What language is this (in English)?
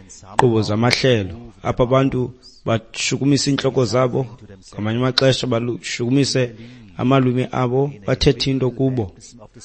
Xhosa